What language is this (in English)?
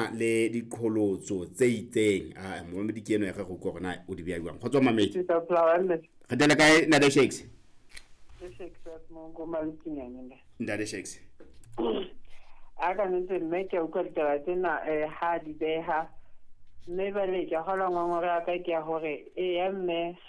Southern Sotho